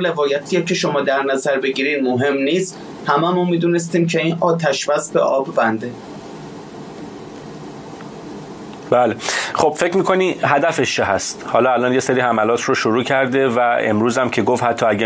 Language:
Persian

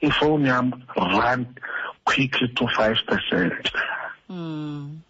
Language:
Xhosa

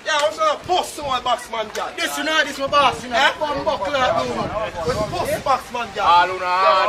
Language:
Jamaican Creole English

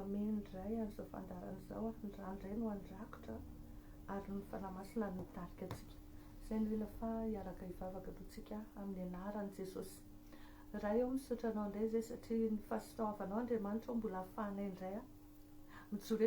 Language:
Malagasy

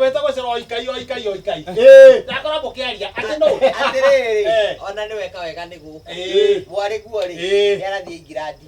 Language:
Kikuyu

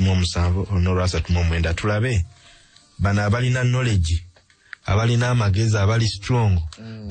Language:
Ganda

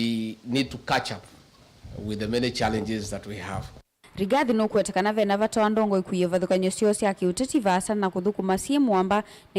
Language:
Kamba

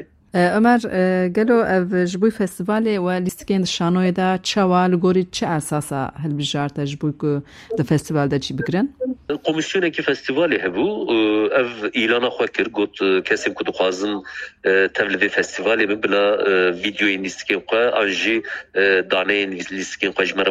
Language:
Kurdish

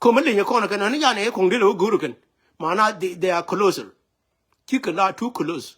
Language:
Nuer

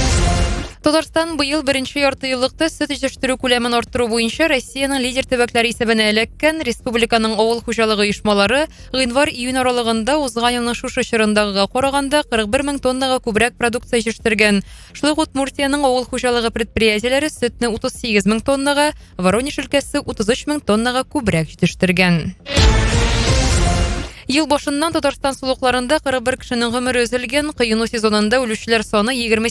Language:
Tatar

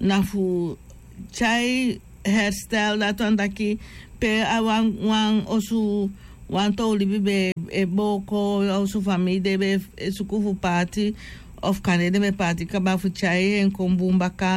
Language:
Sranan Tongo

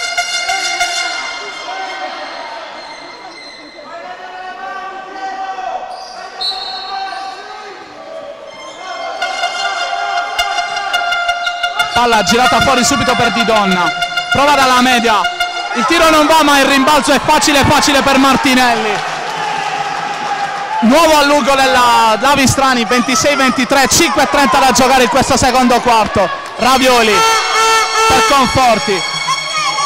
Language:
Italian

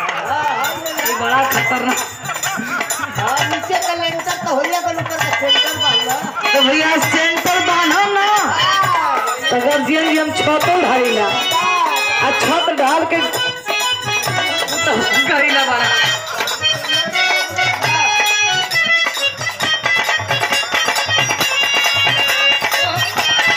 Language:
Bhojpuri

